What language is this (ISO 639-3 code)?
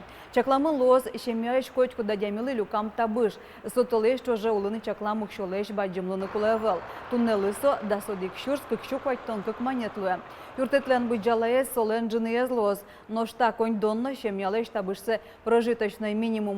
udm